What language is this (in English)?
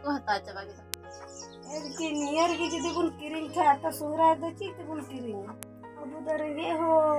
Santali